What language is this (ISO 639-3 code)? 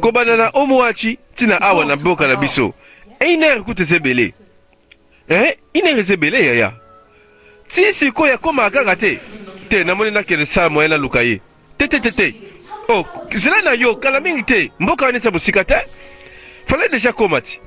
lin